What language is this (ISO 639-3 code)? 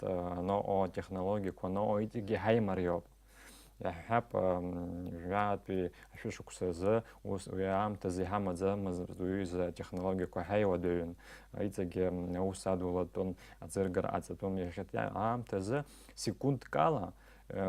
abk